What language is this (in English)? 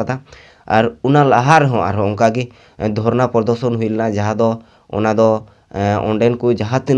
Santali